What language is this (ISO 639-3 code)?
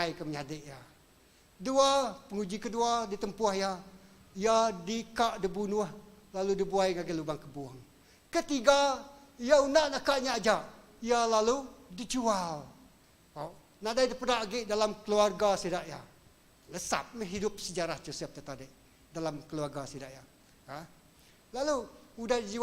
iba